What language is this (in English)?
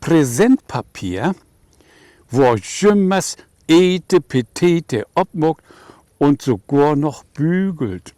Low German